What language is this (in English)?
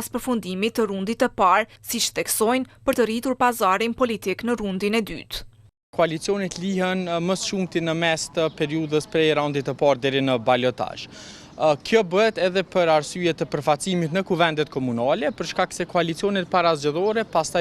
Albanian